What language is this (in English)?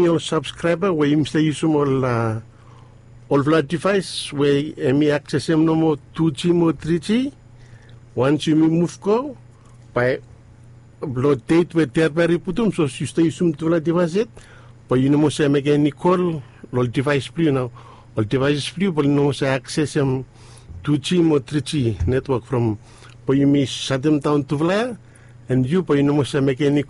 Bislama